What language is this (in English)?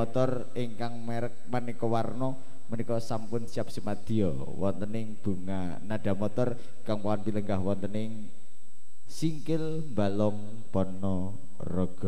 Javanese